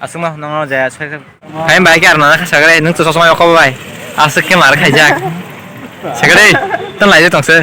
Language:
Kok Borok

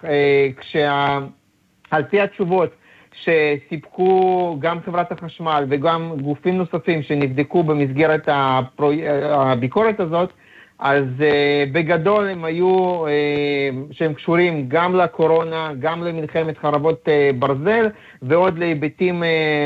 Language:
Hebrew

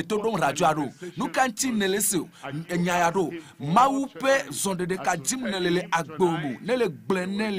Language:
Ewe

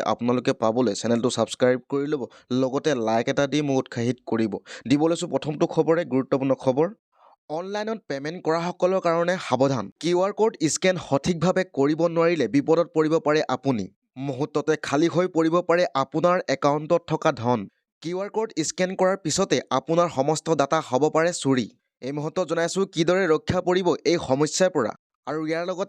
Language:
Assamese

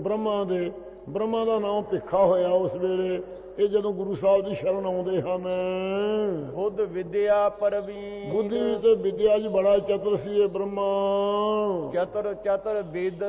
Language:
Punjabi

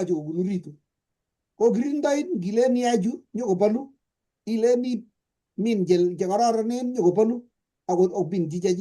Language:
Kalenjin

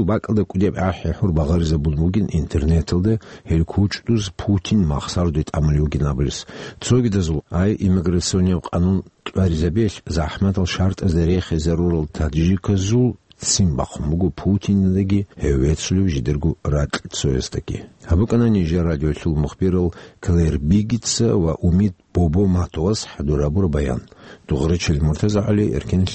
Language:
Avaric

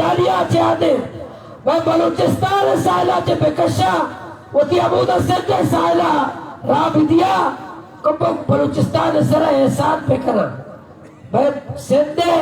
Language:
Baluchi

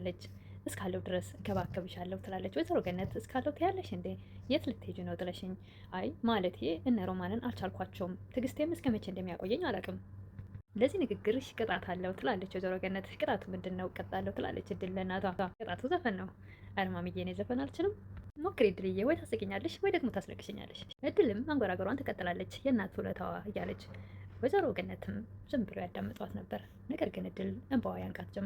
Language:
Amharic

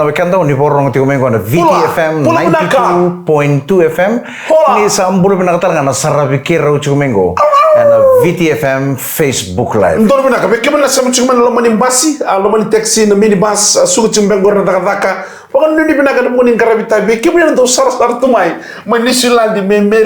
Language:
Fijian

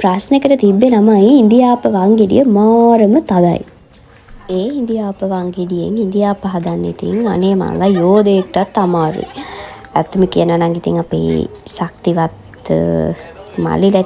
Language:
Sinhala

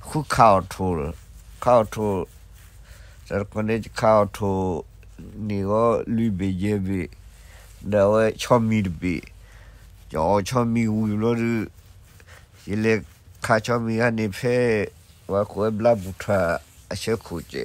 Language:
S'gaw Karen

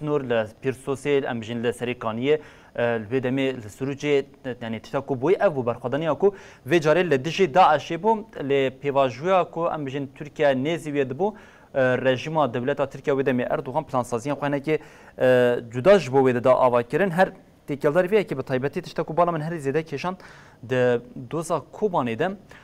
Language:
Kurdish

